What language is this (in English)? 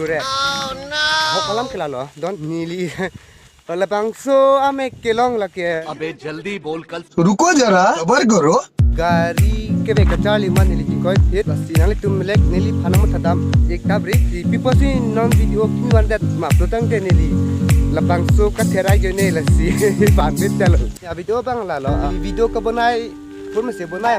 Karbi